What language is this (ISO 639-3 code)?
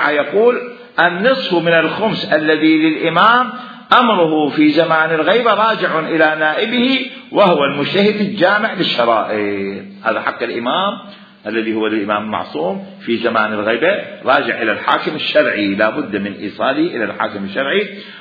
acm